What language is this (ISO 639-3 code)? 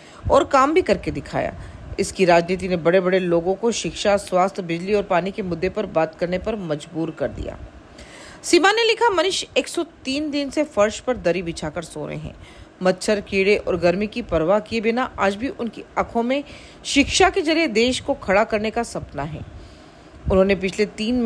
hin